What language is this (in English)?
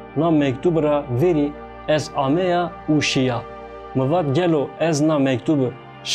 Zaza